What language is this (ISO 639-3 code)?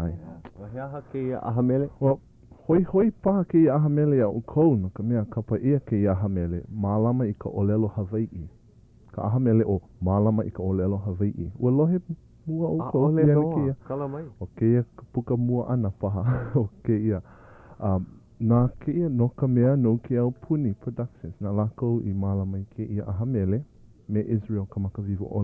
haw